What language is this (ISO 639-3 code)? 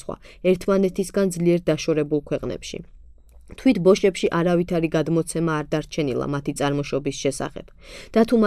kat